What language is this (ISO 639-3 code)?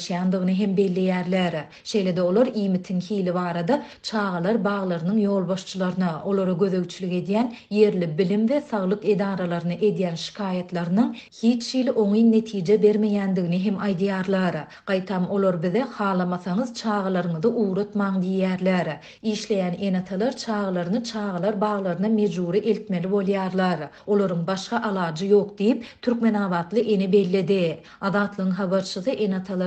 tuk